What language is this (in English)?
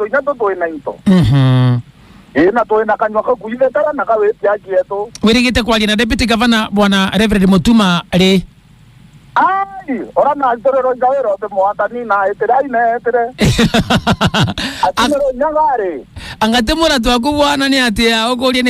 Meru